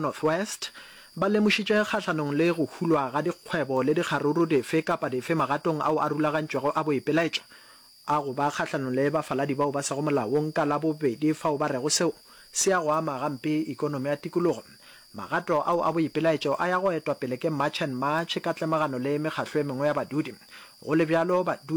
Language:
Northern Sotho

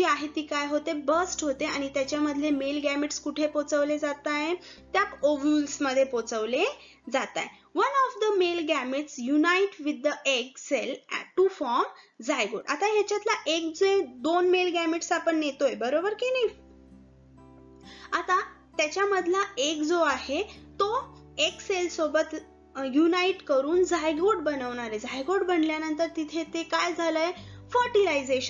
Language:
Marathi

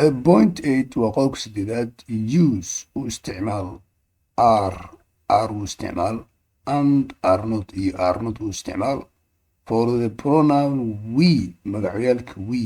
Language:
Somali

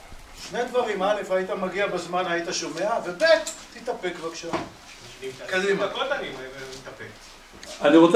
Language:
Hebrew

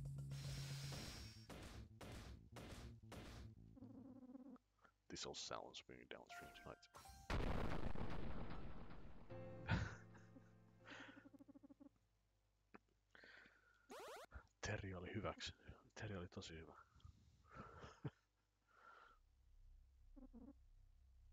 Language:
Finnish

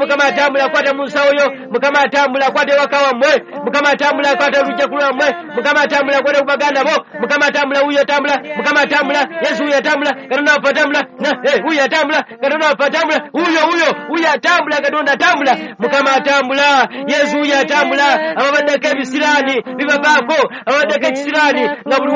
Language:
Ganda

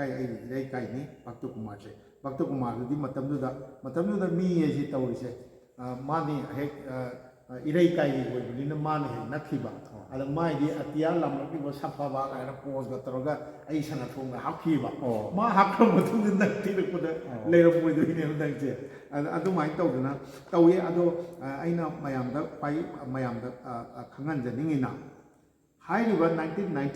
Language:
Manipuri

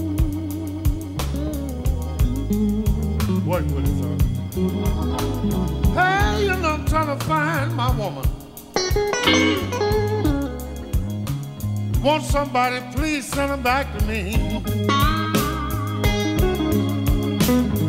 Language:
English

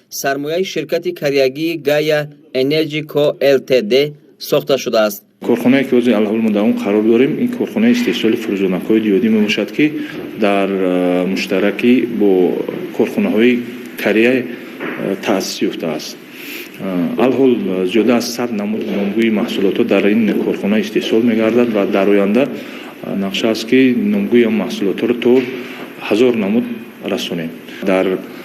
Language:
Tajik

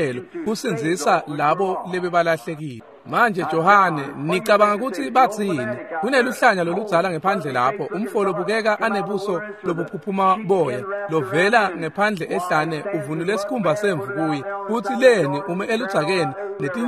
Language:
Swati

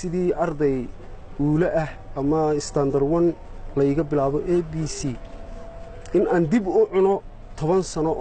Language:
Somali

